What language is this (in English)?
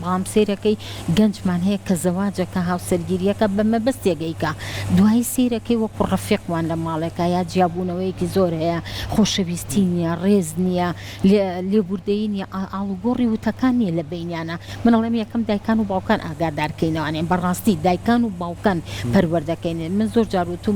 Central Kurdish